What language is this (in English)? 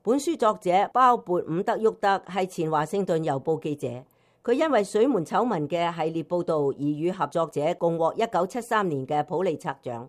Cantonese